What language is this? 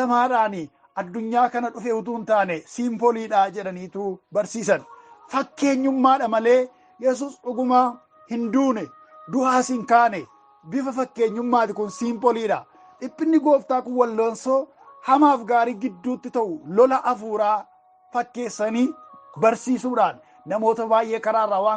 Oromo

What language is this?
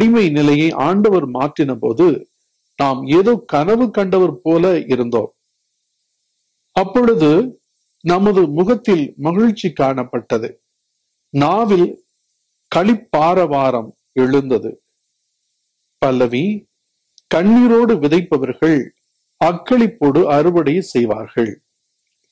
Tamil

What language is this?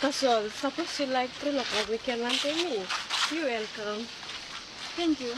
Tok Pisin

